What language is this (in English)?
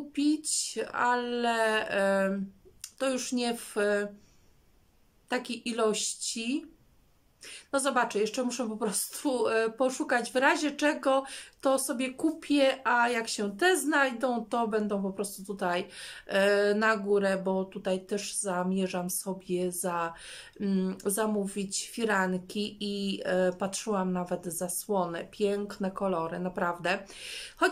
Polish